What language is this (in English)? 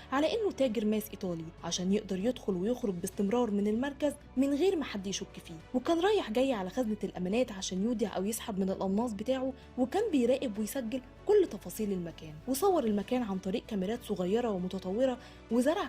Egyptian Arabic